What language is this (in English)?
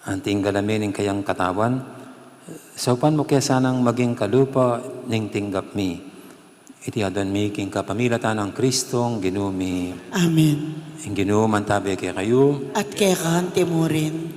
Pampanga